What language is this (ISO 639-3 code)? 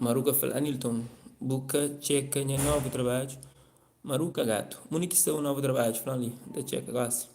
kea